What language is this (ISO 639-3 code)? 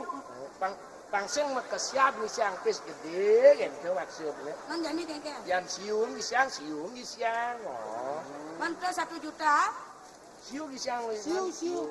ban